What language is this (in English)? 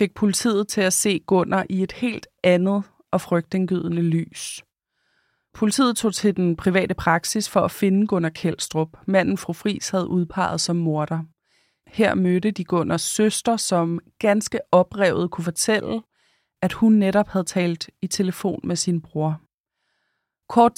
Danish